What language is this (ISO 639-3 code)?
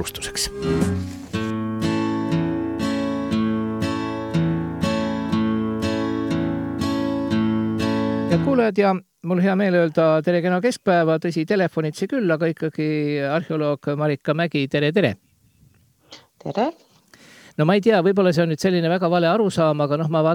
est